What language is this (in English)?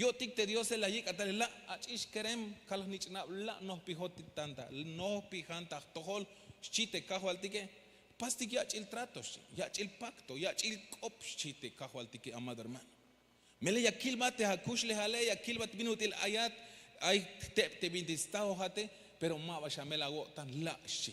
Tzeltal